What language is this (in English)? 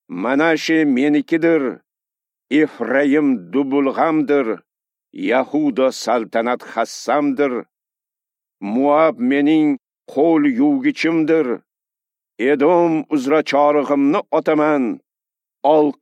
Uzbek